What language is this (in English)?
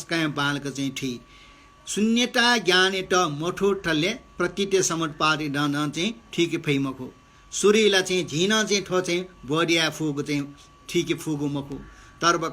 Newari